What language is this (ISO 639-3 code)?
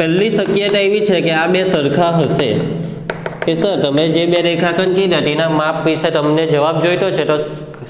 guj